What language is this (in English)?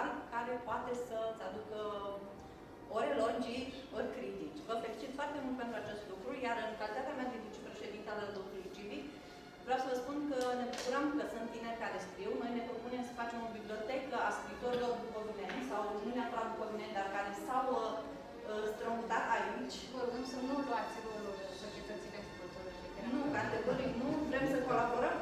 Romanian